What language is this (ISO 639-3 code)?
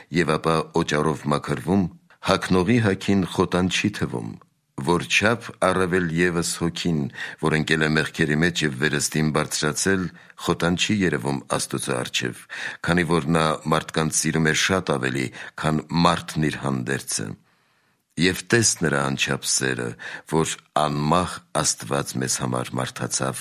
hye